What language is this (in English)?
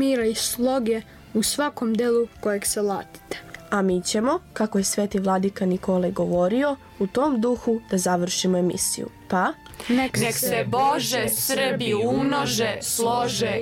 Serbian